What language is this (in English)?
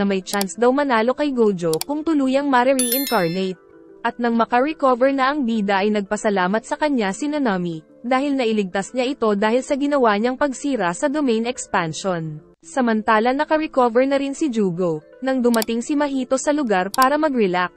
Filipino